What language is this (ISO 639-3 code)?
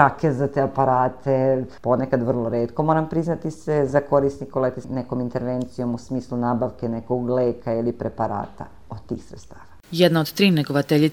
srp